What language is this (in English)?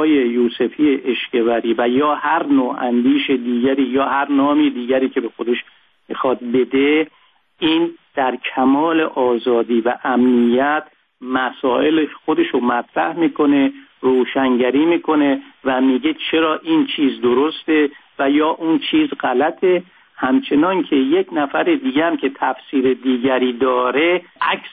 Persian